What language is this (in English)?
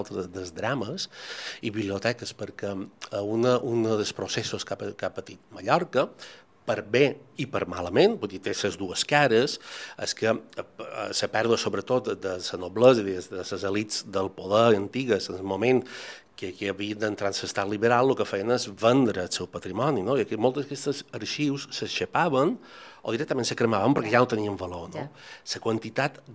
Catalan